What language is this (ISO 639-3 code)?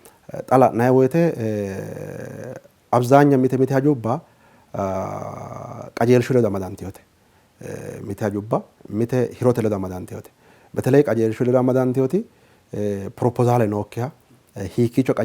sid